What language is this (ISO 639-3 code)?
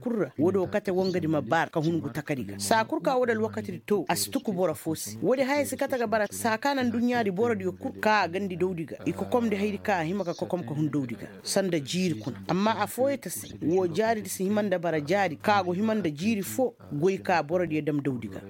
ses